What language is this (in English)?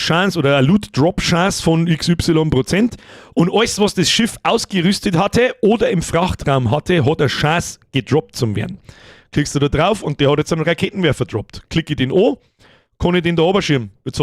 Bavarian